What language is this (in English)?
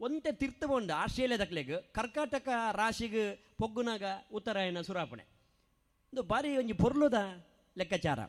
Tulu